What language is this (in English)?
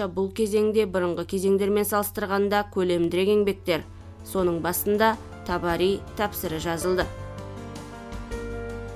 Kazakh